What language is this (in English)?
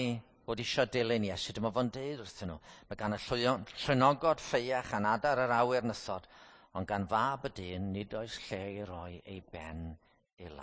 Welsh